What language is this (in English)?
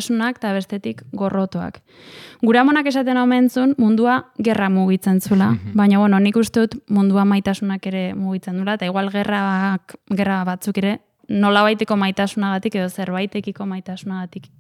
Basque